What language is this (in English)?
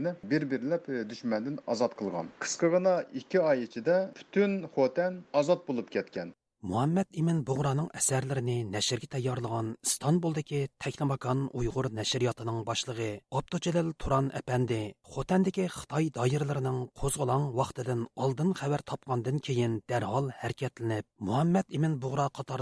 Uyghur